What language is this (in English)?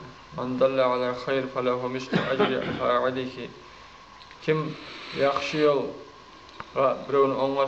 Kumyk